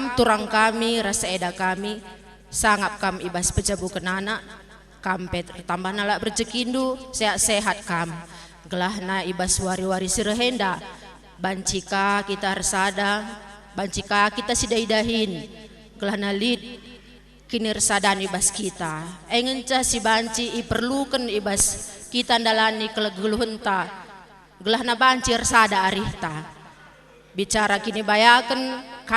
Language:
Batak Karo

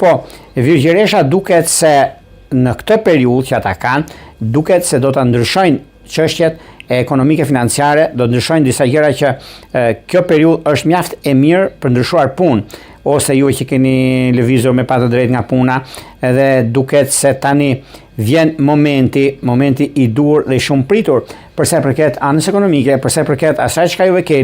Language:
Albanian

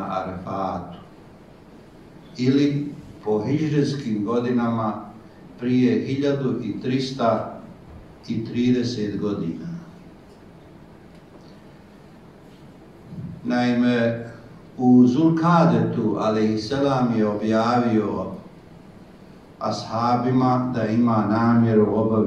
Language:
Bosnian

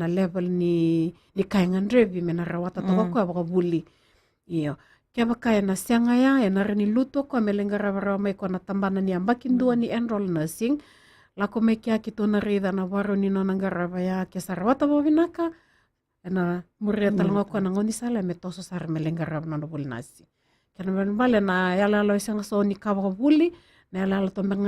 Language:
Fijian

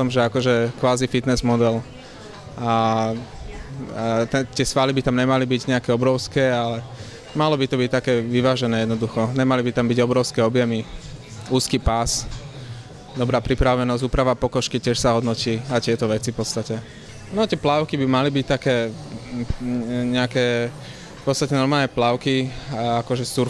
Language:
Slovak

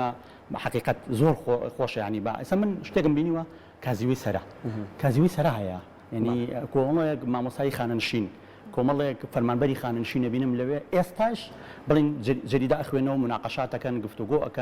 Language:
Central Kurdish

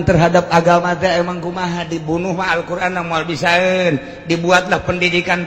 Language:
Sundanese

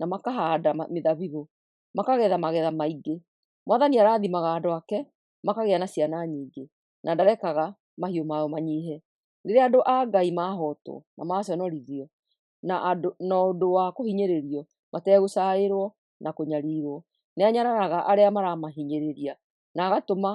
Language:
Kikuyu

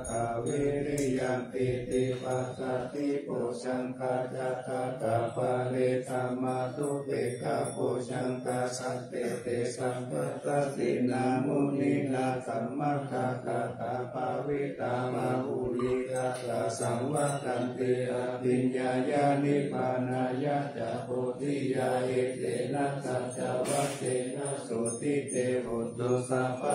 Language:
Pali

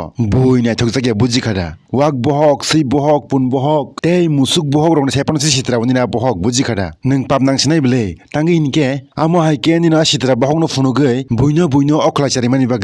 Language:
Kok Borok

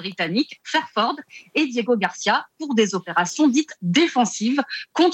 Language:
French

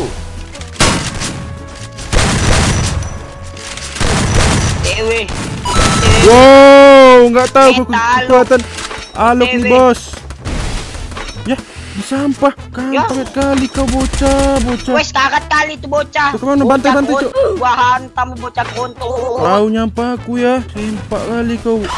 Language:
Indonesian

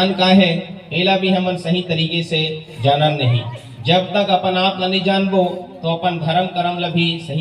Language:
Chhattisgarhi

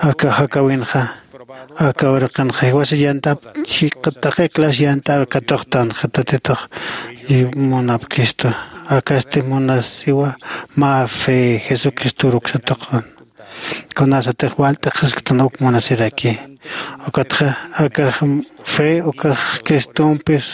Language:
Aymara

